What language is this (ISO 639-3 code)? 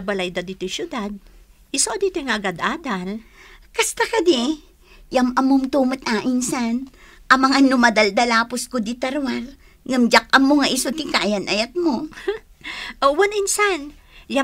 ilo